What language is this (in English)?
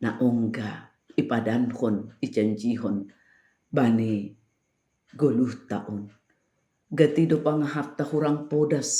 Batak Simalungun